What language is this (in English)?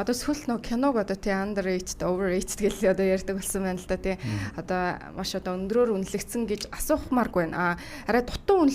Mongolian